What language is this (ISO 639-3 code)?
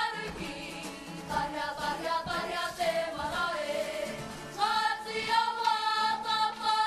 mri